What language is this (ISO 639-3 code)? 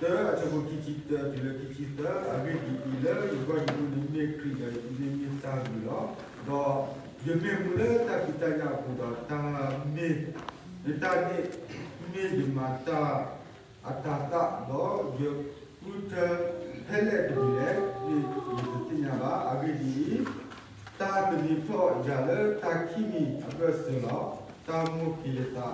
ksw